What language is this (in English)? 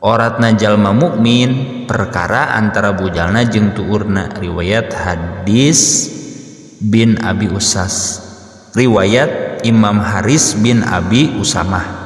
Sundanese